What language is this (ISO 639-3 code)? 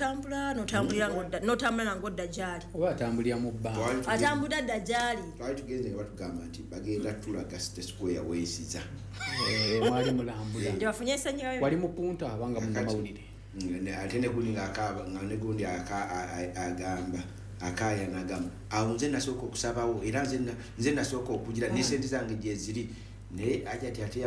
lug